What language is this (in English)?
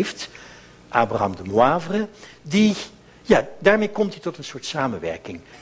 Dutch